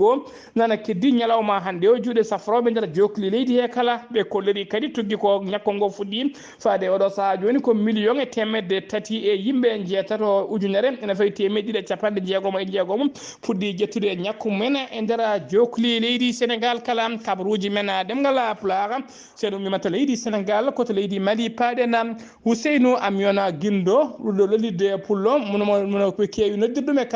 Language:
Fula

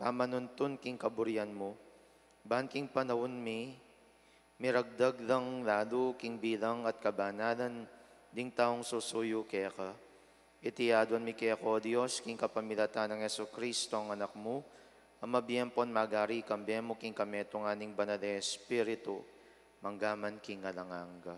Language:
Pampanga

